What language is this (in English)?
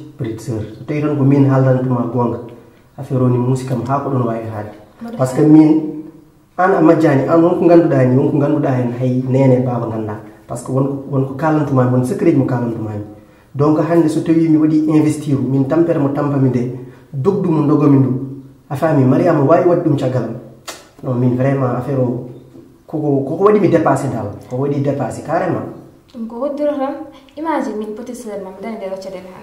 Fula